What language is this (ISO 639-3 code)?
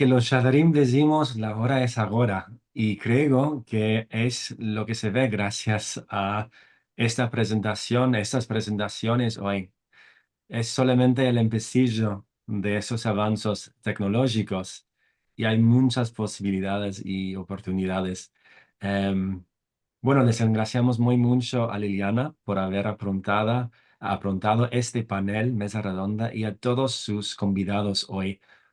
lad